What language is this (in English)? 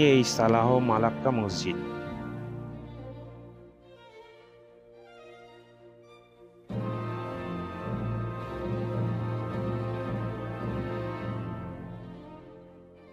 Bangla